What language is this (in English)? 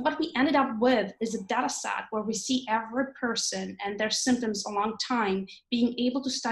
English